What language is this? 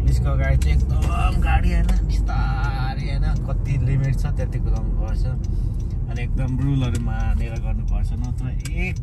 Nepali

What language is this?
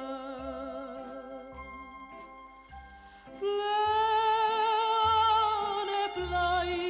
Greek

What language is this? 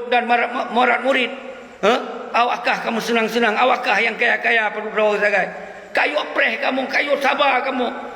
Achinese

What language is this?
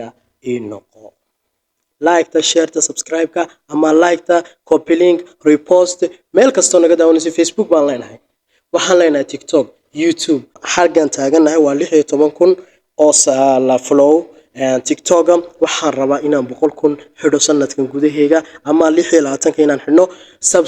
Somali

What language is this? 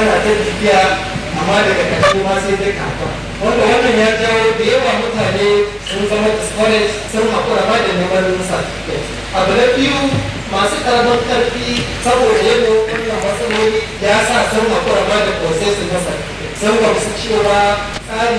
Hausa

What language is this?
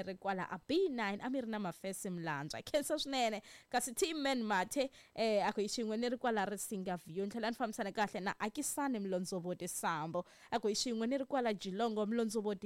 Tsonga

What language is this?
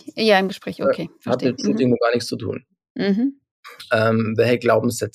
German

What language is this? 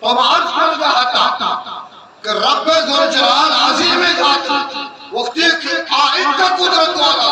Eastern Balochi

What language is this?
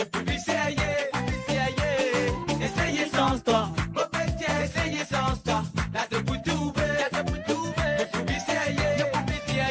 Morisyen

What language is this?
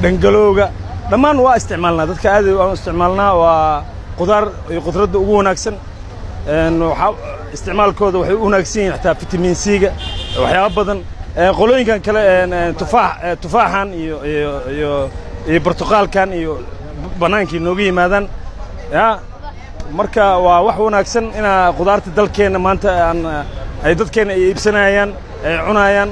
Somali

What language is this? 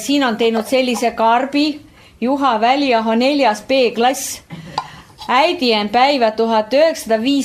Estonian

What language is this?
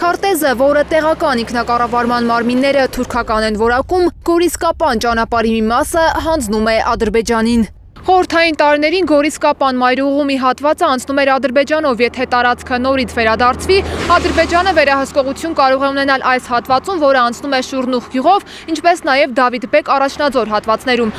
Armenian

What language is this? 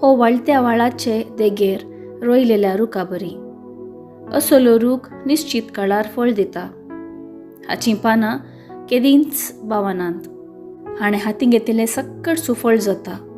Konkani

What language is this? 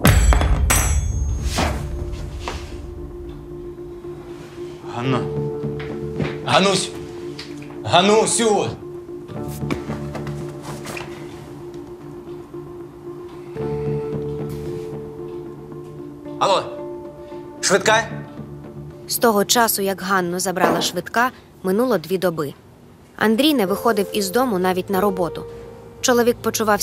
Ukrainian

